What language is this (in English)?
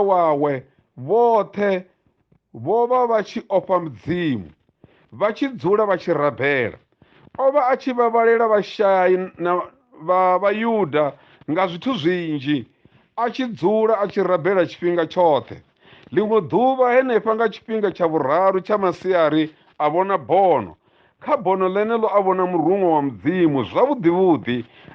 Venda